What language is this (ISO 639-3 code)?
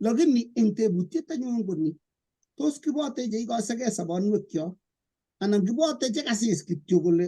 kln